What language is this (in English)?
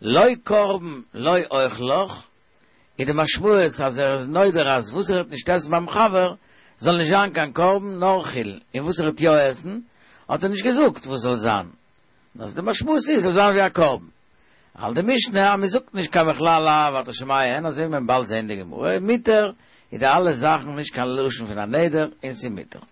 Yiddish